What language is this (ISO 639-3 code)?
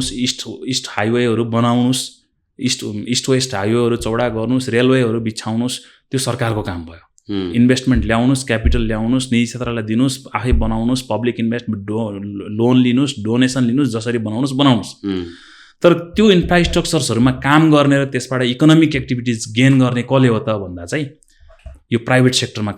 nep